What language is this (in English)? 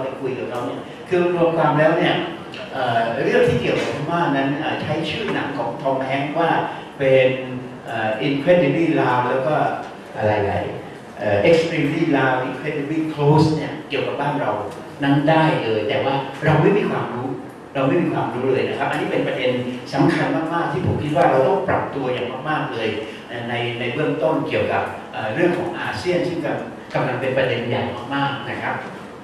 Thai